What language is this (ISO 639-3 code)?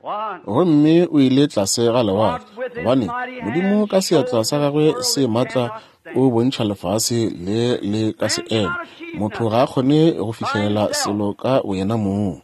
nso